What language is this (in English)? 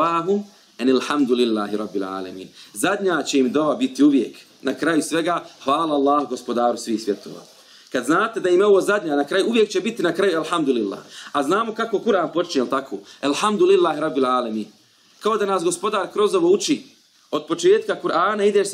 Bosnian